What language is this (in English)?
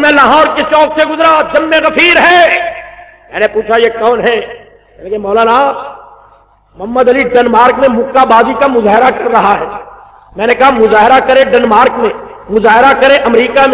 Urdu